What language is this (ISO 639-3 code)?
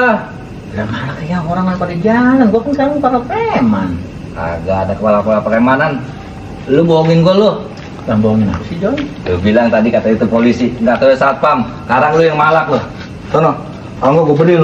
bew